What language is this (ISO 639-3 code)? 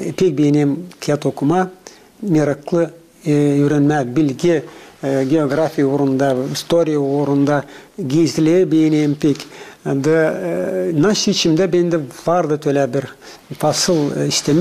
gag